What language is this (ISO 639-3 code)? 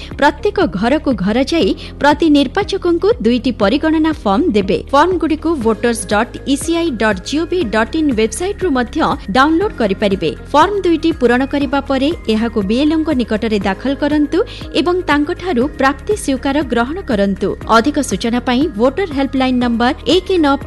ori